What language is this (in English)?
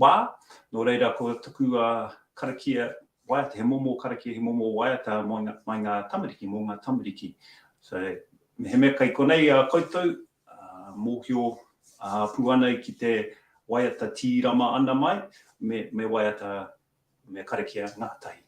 Māori